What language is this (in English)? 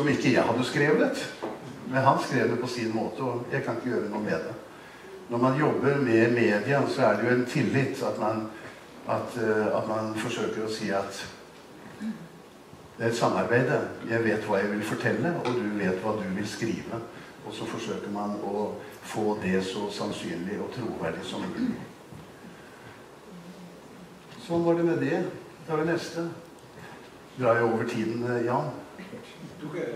Norwegian